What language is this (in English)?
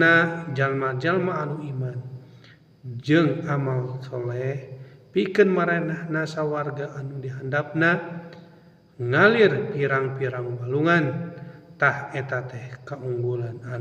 Sundanese